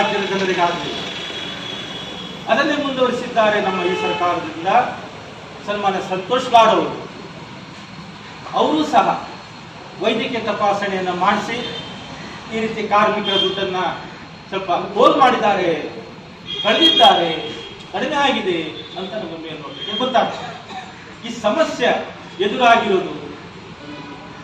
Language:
Kannada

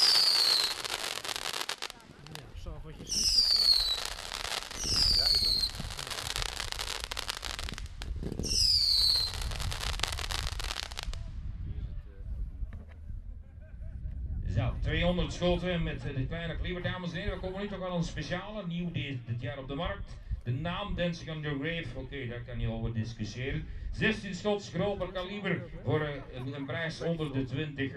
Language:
Dutch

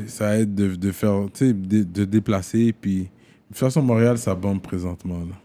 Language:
French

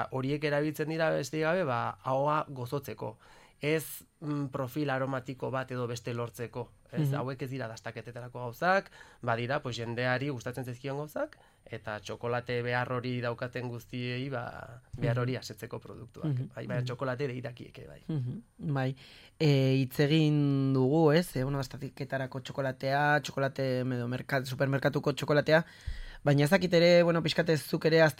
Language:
Basque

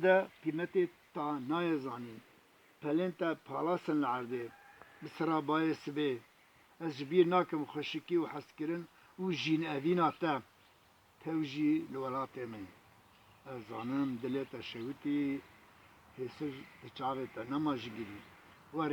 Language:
Kurdish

